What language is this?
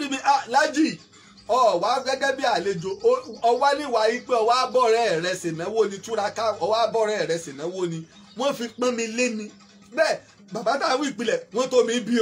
Yoruba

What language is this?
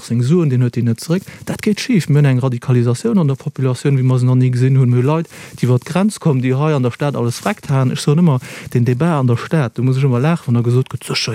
Luxembourgish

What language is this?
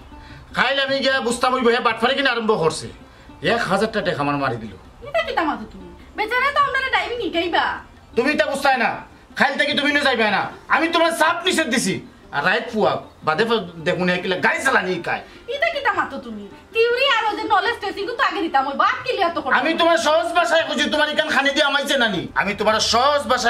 Sylheti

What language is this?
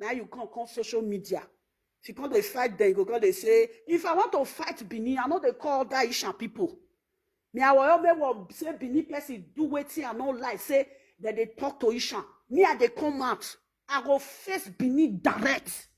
Nigerian Pidgin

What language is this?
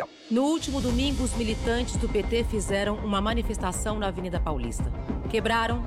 Portuguese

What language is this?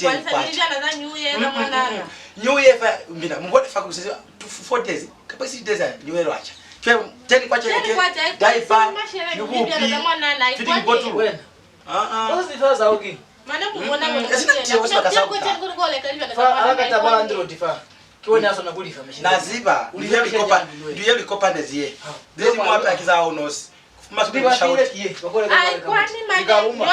Lozi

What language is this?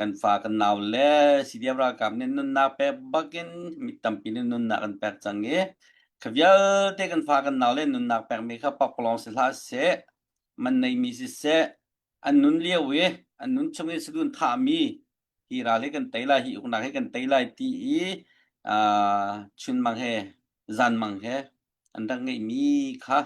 Hakha Chin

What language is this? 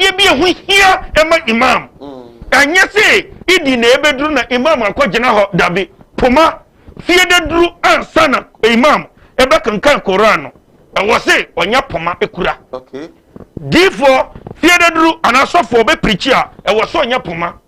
Akan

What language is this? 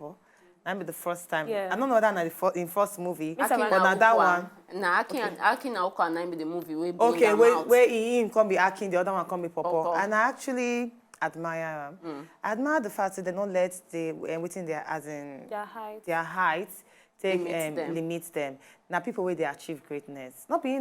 Nigerian Pidgin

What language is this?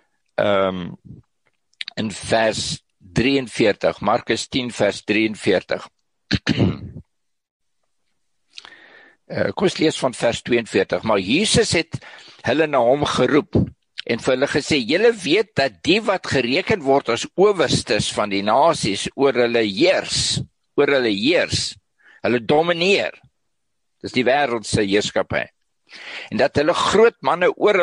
Afrikaans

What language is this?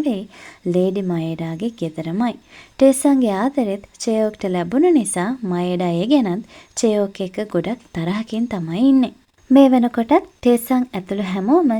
Sinhala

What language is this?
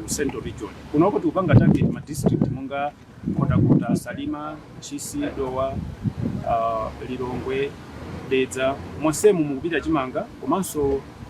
Nyanja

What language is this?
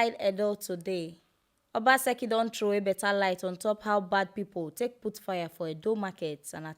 Nigerian Pidgin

